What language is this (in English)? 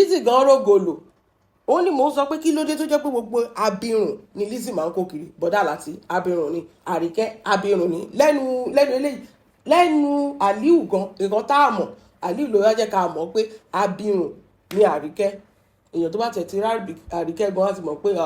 Yoruba